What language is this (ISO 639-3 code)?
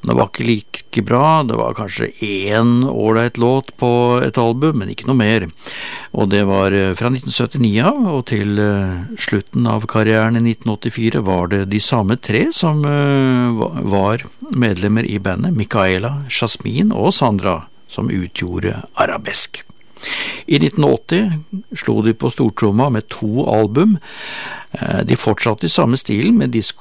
nor